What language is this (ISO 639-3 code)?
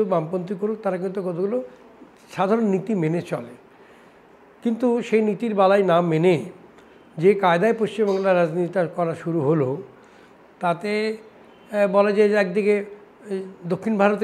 ben